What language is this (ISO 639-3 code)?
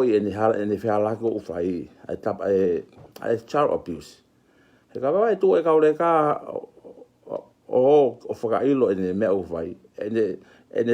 ton